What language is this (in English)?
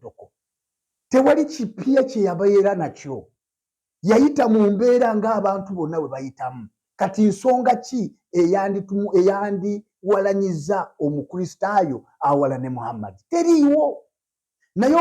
Ganda